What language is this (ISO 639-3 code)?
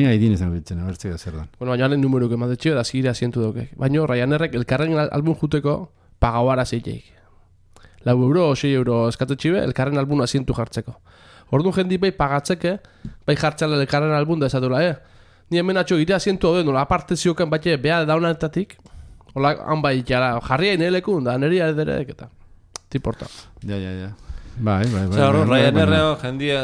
eus